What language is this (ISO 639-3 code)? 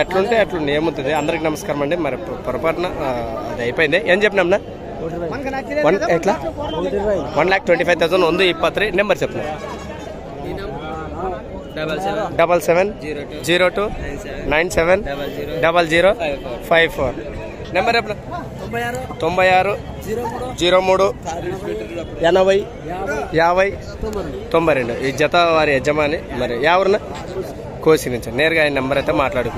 tel